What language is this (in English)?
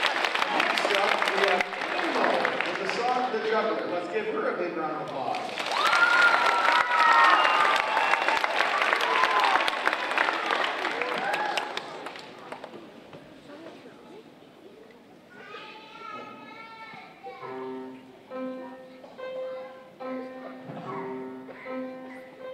English